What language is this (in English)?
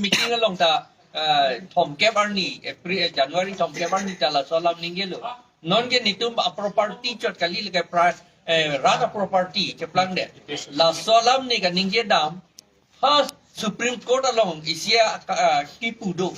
Karbi